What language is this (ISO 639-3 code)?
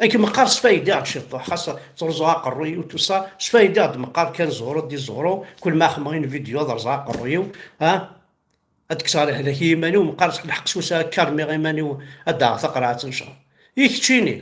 kab